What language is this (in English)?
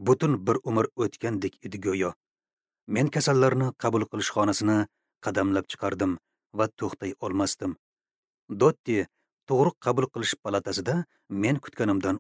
Uzbek